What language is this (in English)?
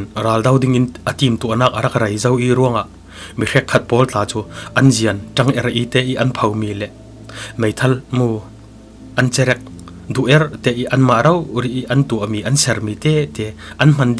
Falam Chin